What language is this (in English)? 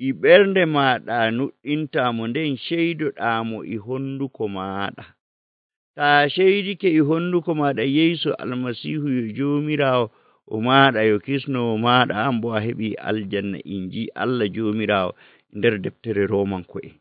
Nigerian Fulfulde